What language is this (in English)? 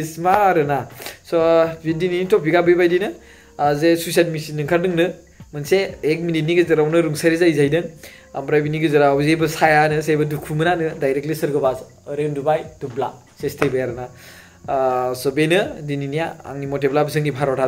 Bodo